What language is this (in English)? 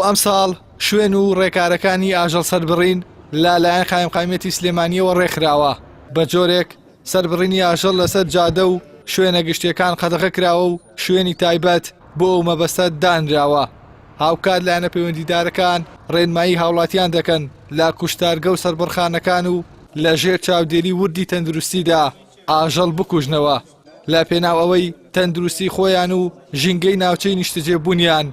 Central Kurdish